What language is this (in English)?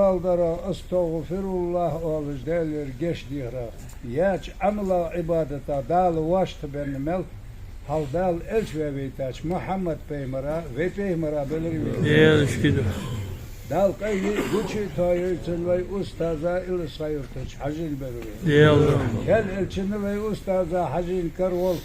Ingush